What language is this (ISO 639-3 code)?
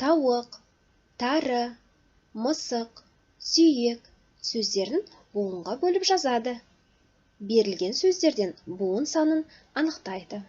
kaz